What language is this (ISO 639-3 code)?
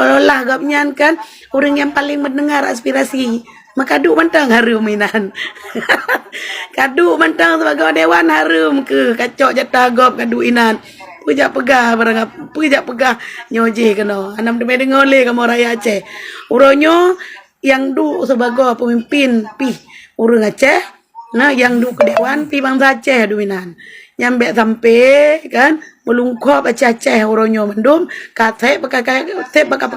ace